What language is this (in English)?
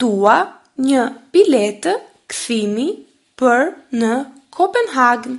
Albanian